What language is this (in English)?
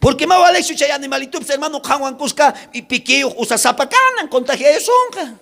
South Bolivian Quechua